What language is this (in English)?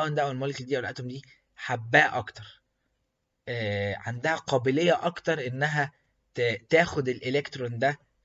Egyptian Arabic